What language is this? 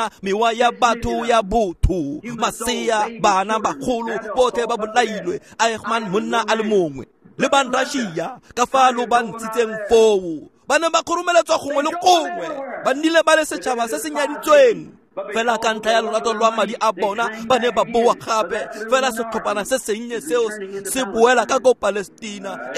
Tswana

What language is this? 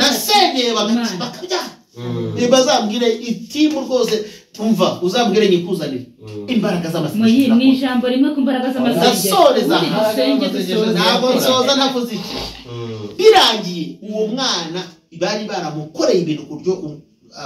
Kinyarwanda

